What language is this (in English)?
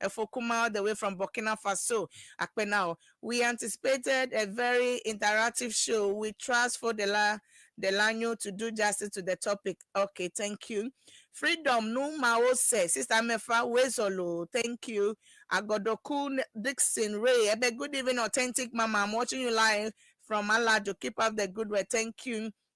Ewe